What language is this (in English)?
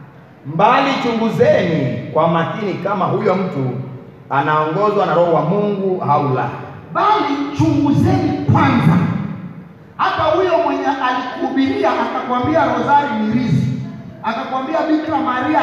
Swahili